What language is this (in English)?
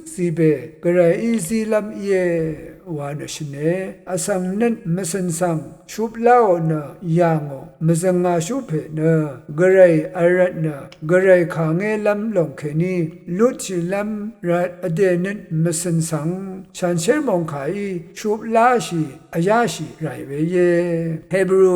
Rawang